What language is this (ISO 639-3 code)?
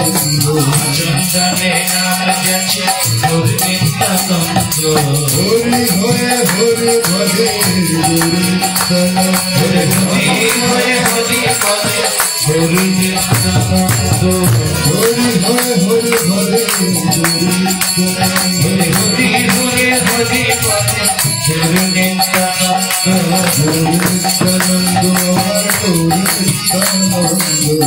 ben